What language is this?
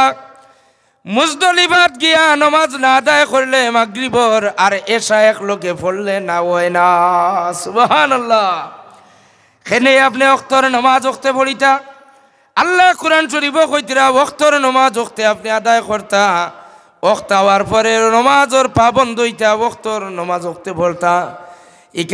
Sylheti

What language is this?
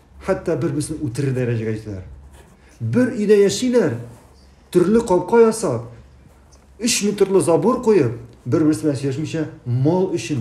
Tatar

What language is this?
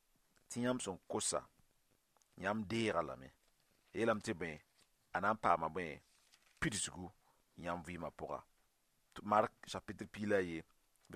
Mossi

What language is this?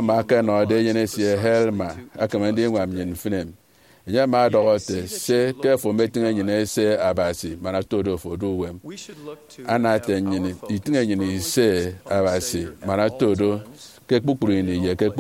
Efik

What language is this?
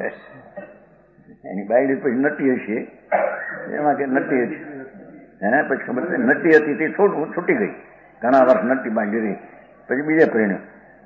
Gujarati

